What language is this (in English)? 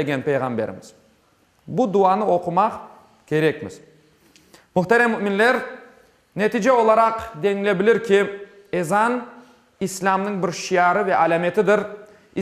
Crimean Tatar